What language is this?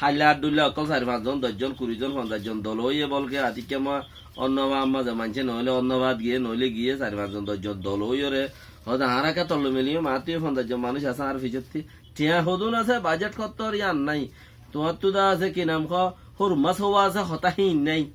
Rohingya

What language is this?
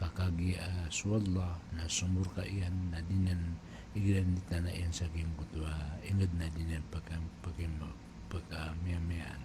Maranao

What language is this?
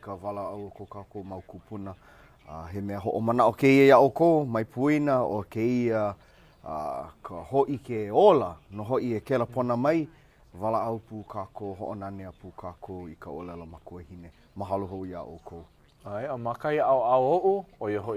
Hawaiian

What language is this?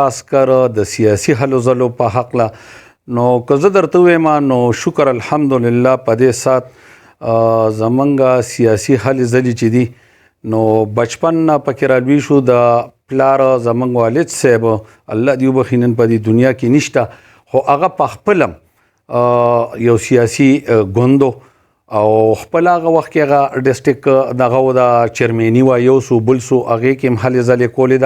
Pashto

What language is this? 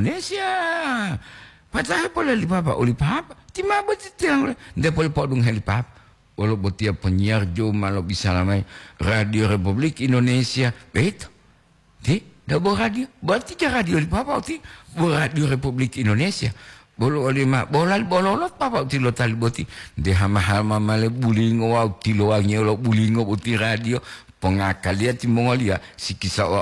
Gorontalo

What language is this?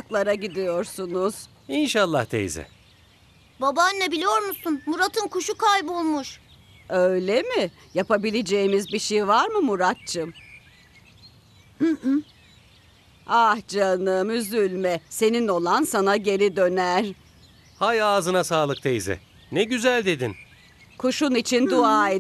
Turkish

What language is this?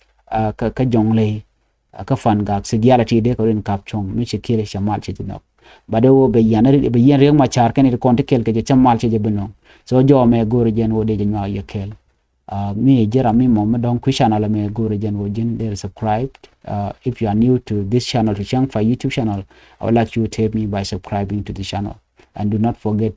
Nuer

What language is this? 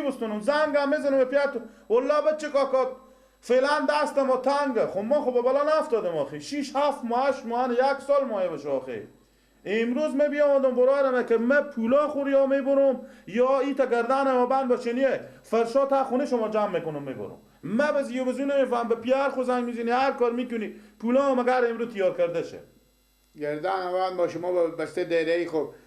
Persian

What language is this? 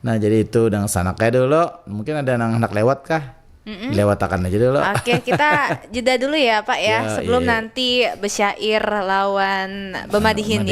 Banjar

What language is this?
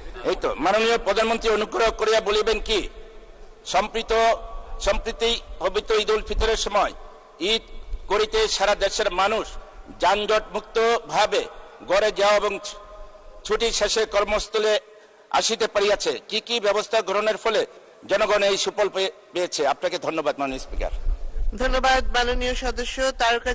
Bangla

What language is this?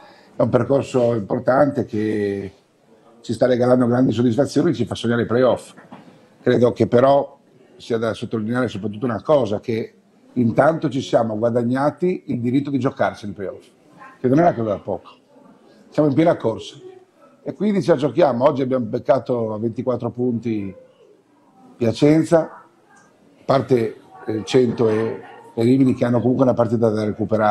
Italian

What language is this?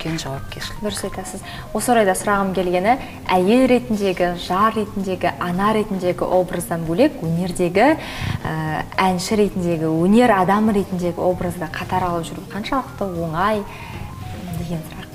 Kazakh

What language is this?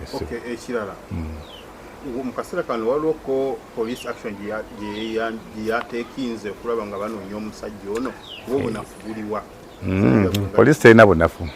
Ganda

